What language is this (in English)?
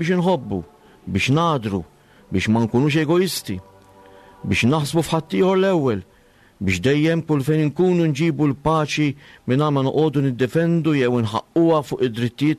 Maltese